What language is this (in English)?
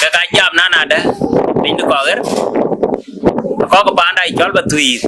Dinka